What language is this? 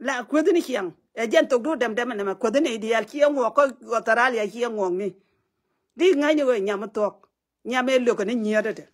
Nuer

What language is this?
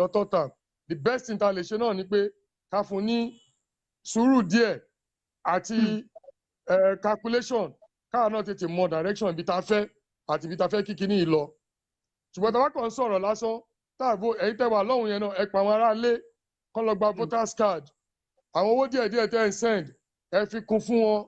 Yoruba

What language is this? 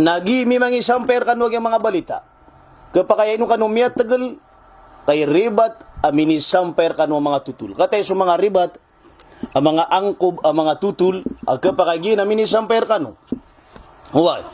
Maranao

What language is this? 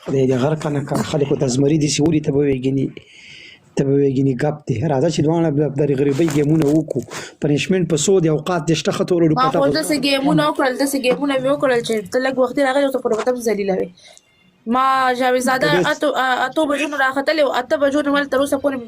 Pashto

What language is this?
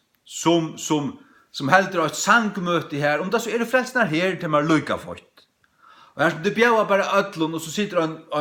Faroese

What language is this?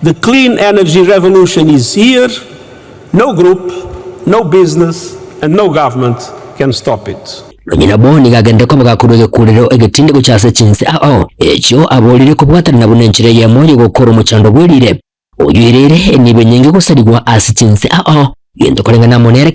Gusii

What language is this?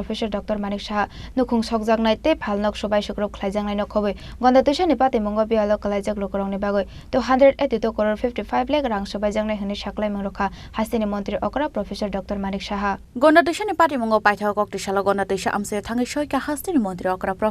Kok Borok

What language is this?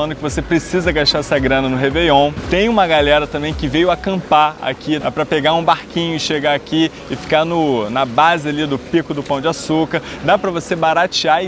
Portuguese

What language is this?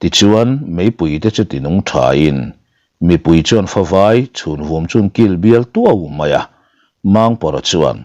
Mizo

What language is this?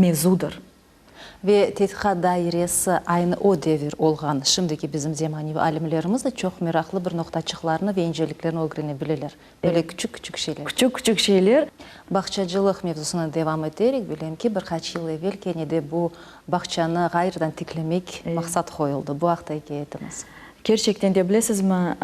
Crimean Tatar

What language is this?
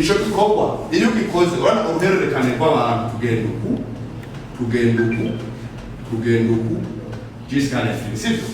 Rundi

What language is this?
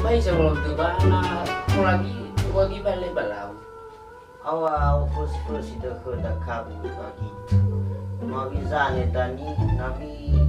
Nias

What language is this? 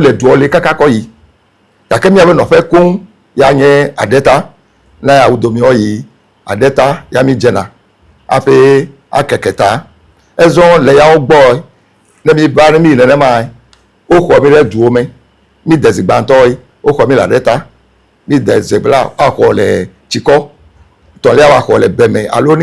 Ewe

